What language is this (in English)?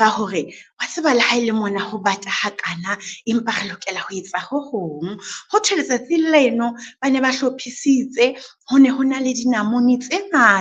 Southern Sotho